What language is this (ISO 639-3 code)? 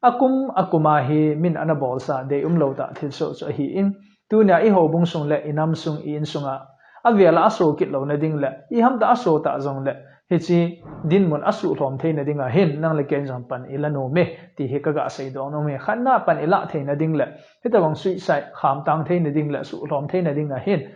tcz